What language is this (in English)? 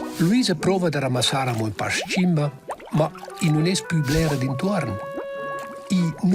Romansh